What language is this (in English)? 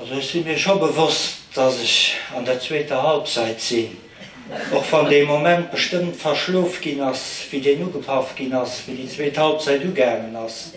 Luxembourgish